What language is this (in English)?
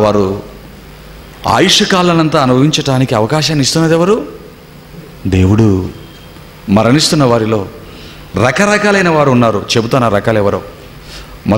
Telugu